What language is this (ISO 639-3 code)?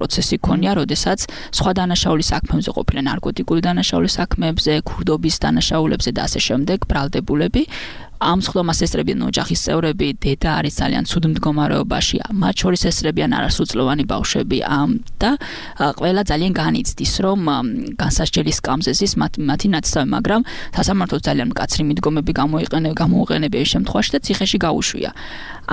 kat